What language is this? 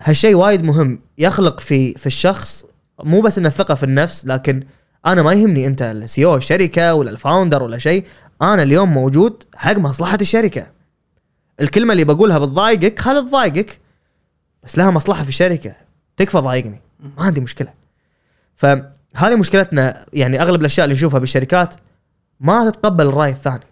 Gulf Arabic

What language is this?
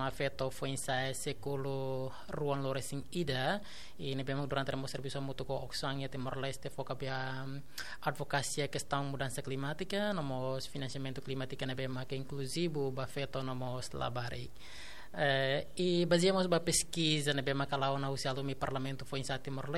Tetum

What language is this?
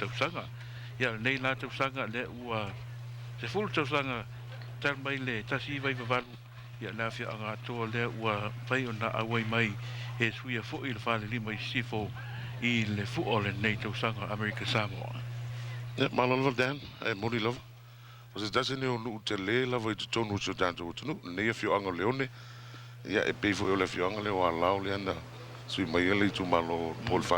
Samoan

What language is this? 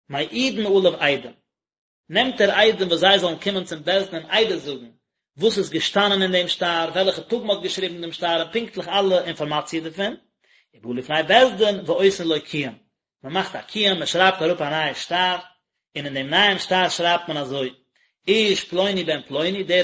Yiddish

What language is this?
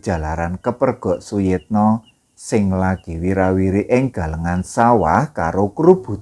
Javanese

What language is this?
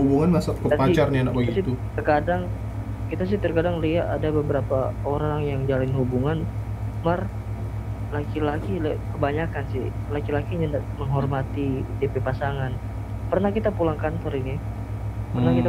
Manado Malay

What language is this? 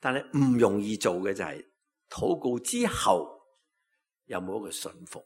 Cantonese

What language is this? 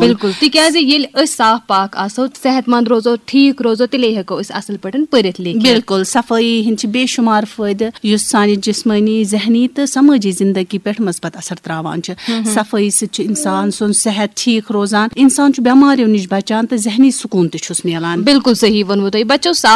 Kashmiri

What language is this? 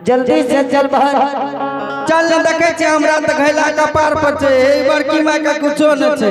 Angika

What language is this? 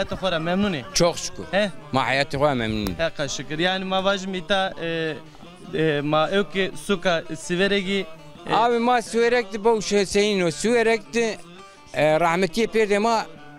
Zaza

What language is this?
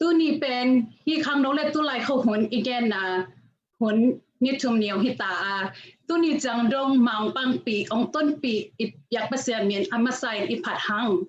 Tedim Chin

